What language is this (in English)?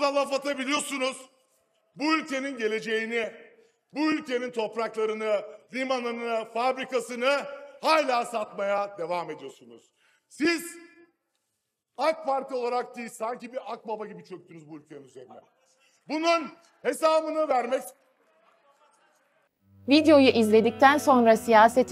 Turkish